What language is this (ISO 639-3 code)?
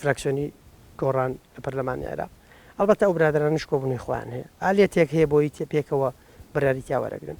ckb